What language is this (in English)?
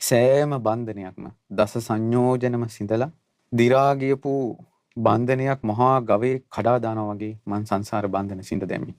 Sinhala